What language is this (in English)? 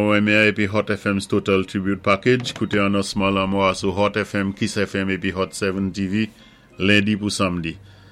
Saint Lucian Creole French